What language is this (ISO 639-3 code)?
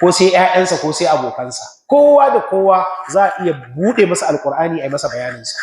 hau